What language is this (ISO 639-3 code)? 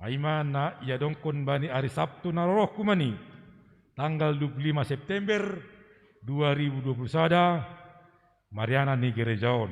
bts